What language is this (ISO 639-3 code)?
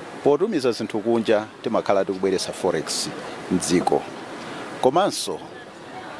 nya